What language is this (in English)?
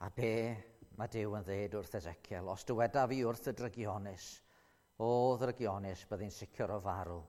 Welsh